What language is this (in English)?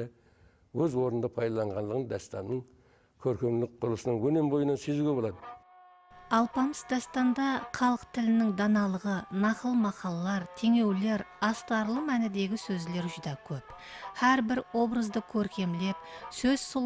Kara-Kalpak